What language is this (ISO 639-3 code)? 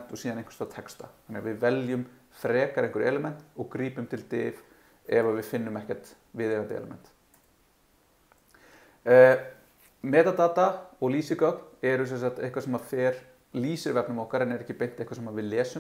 isl